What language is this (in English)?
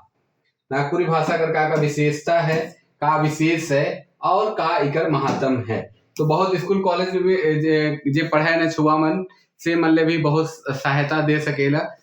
Sadri